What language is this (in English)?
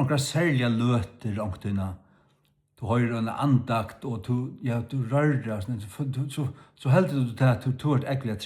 Faroese